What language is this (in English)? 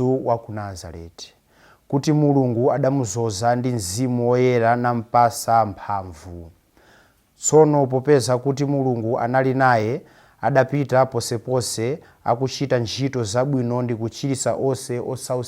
Nyanja